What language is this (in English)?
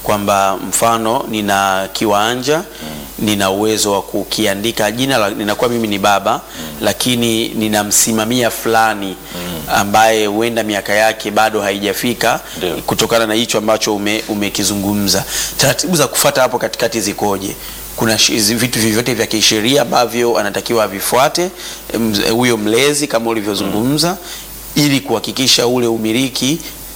Swahili